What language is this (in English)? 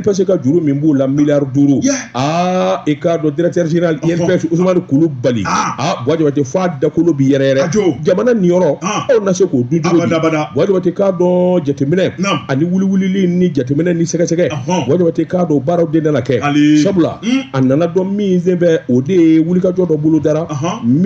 Bambara